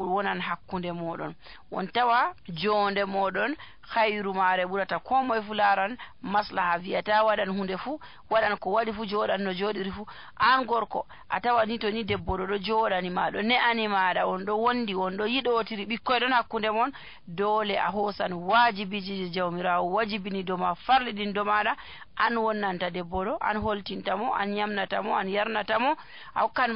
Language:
Nigerian Fulfulde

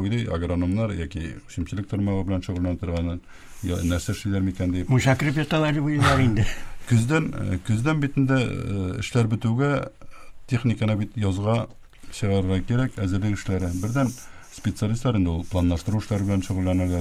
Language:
Tatar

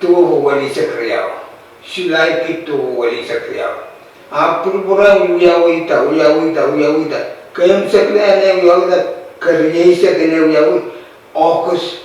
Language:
Pohnpeian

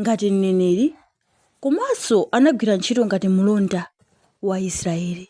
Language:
Nyanja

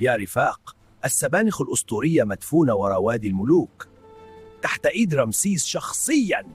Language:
Egyptian Arabic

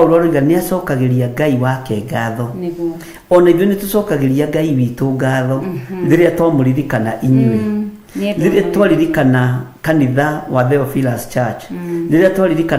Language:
Kikuyu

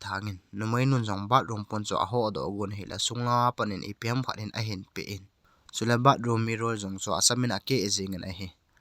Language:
Thado Chin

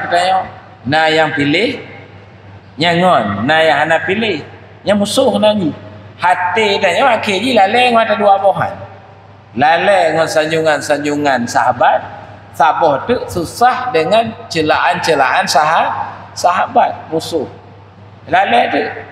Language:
Achinese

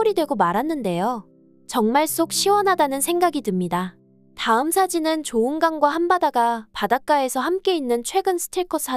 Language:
Korean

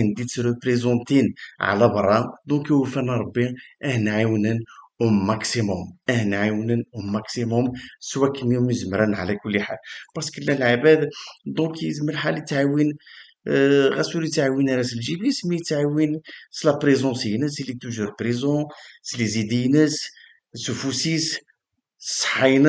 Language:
Kabyle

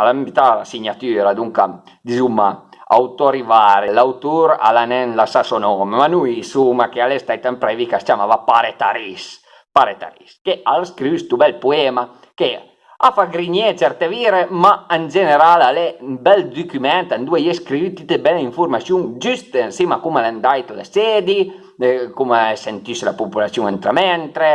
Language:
Piedmontese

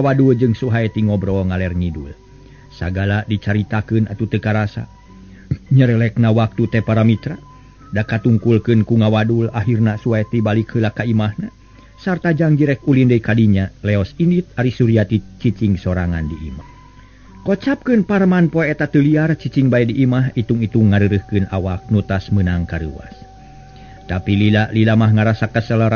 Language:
Sundanese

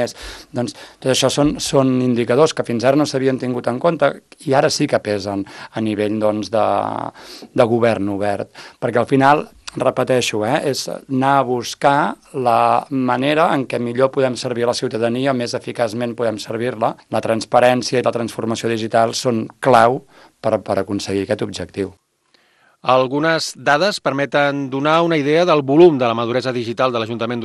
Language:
Catalan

